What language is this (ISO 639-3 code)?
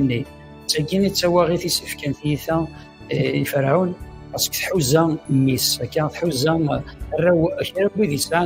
kab